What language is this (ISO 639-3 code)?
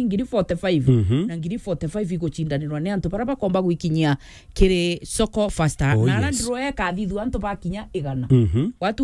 mer